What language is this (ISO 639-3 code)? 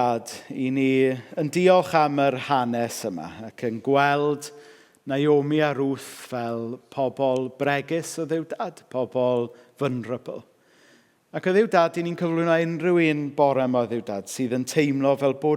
cym